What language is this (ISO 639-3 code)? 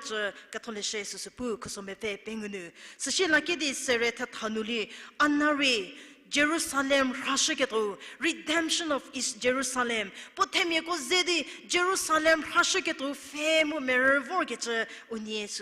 njm